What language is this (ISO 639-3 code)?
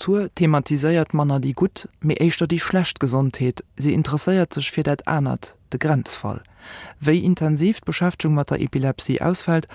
ltz